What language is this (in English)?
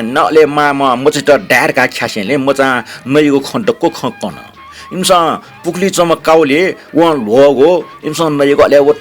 Newari